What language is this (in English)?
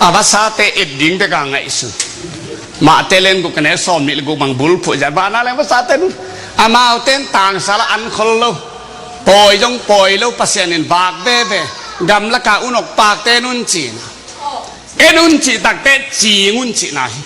Tedim Chin